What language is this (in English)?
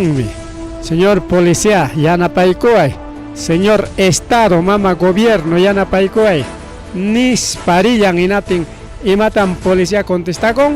Ayacucho Quechua